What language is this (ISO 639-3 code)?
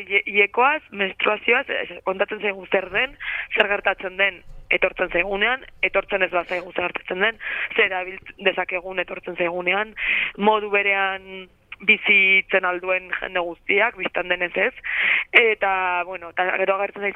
eus